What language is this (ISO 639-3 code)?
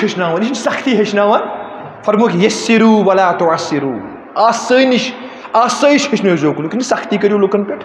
kas